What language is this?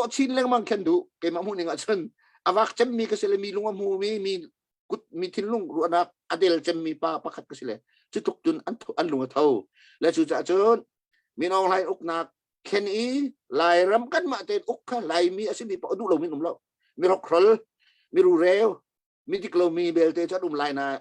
Hakha Chin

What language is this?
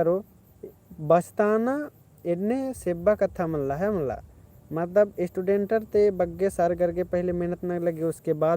Kurukh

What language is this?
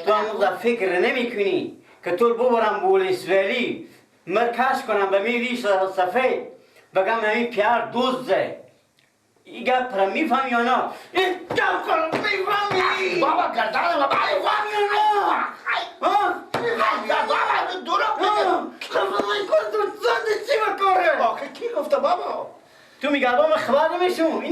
Persian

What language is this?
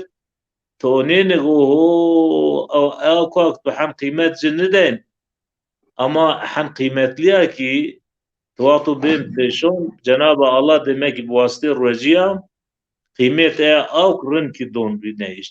Zaza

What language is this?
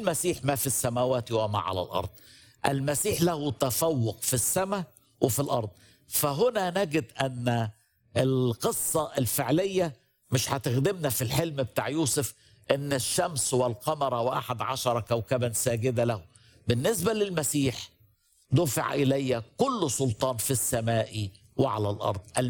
Egyptian Arabic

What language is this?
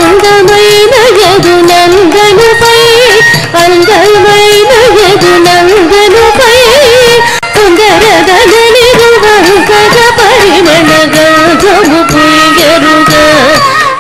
Telugu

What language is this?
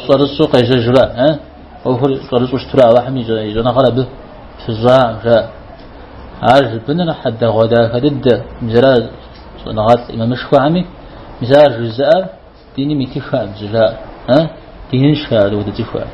Kabardian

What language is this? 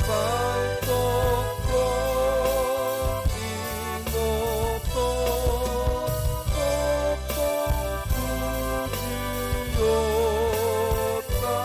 Batak Toba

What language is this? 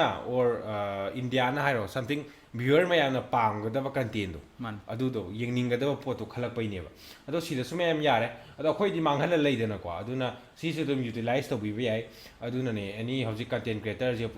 Manipuri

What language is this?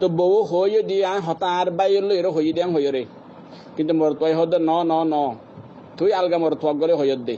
Rohingya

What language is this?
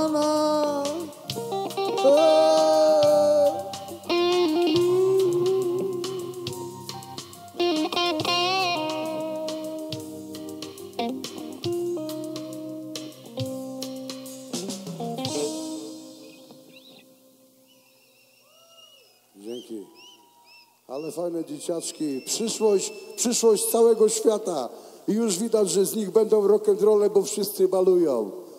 Polish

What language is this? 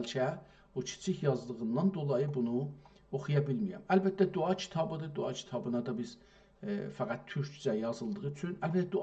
South Azerbaijani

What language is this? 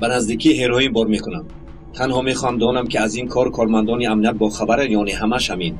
Tajik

